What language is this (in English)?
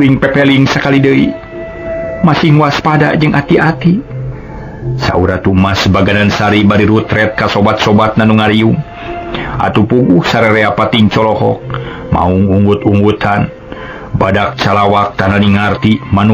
Sundanese